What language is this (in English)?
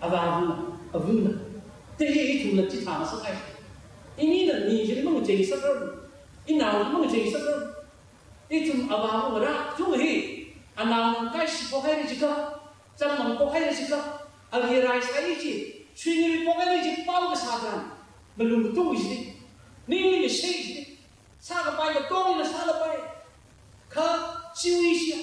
Tangkhul Naga (India)